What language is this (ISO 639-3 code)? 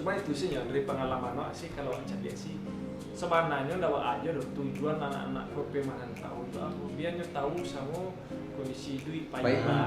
min